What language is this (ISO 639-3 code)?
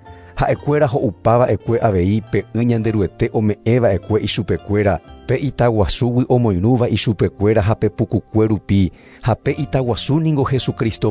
grn